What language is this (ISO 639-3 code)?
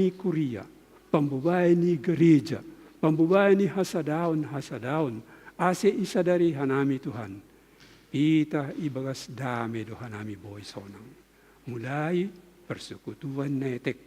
bts